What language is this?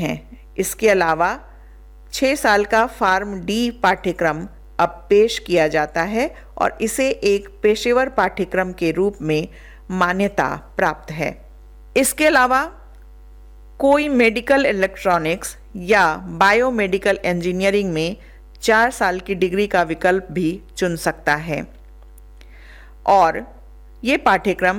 Hindi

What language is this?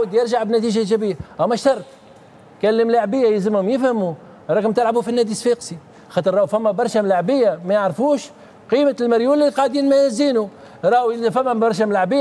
Tunisian Arabic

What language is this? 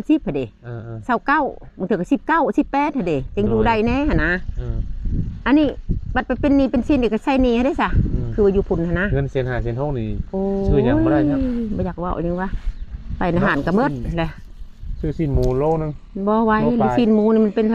Lao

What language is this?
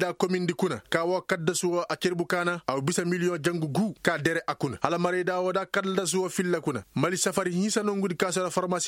Koyraboro Senni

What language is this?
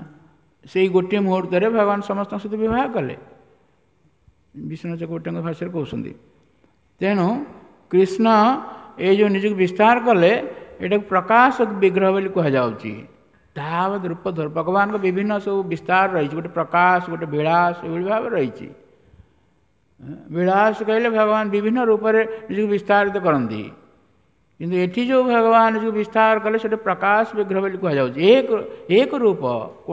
Odia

